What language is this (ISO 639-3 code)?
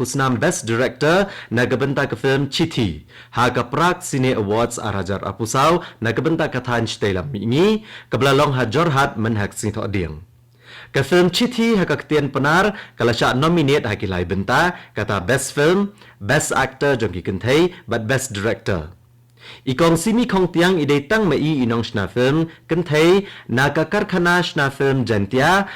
kha